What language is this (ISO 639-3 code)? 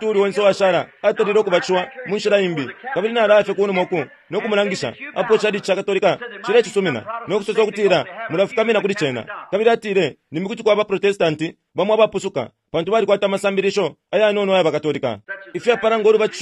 bem